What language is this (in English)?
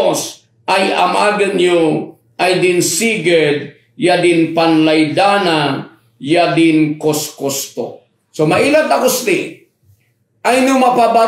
Kankanaey